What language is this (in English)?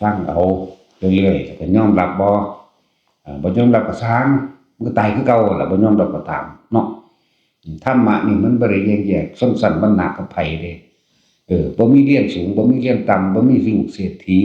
Northeastern Thai